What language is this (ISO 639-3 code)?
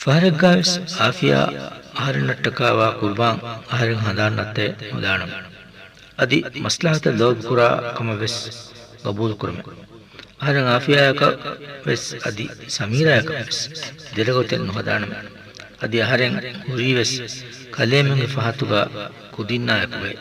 div